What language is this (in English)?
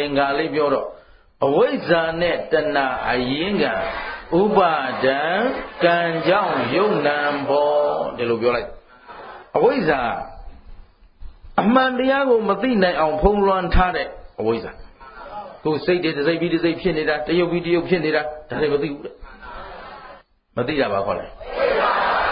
Burmese